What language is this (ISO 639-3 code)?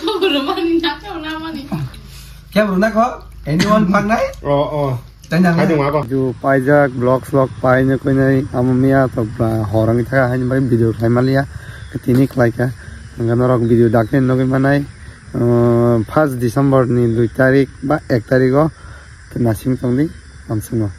trp